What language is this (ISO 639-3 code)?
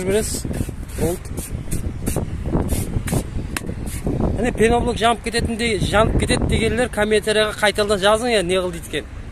kaz